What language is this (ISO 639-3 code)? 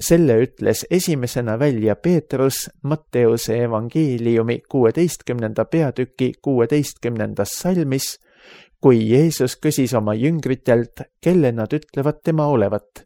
est